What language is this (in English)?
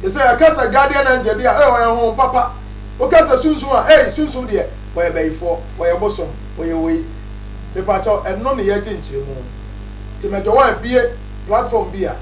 Akan